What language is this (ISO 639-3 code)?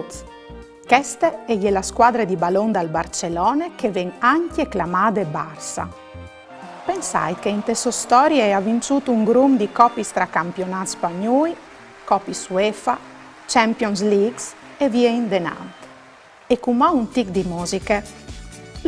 fur